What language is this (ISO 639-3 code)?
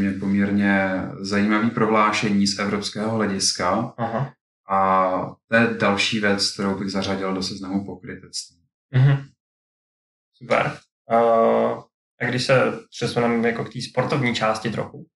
ces